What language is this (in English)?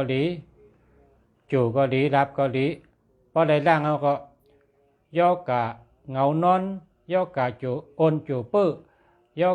Shan